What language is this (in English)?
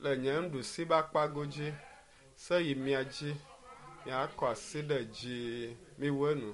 Ewe